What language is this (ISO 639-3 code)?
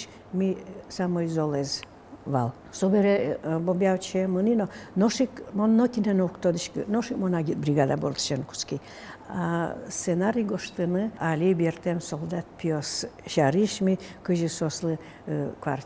udm